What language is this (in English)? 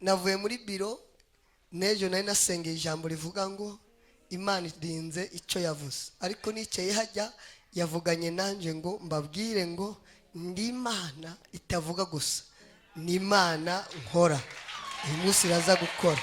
Rundi